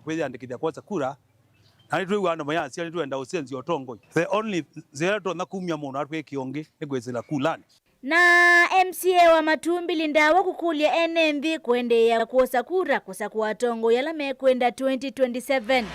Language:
Kamba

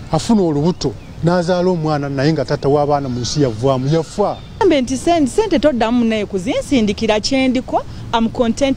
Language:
Ganda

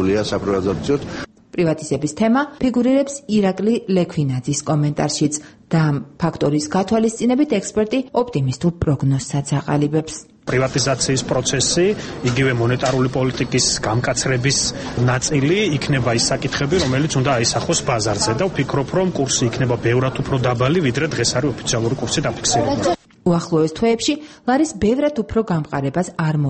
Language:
Georgian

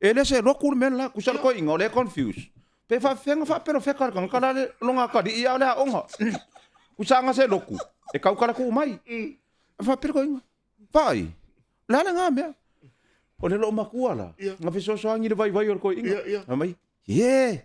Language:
Samoan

